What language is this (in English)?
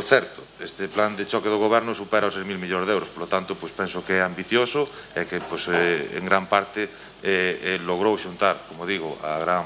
Galician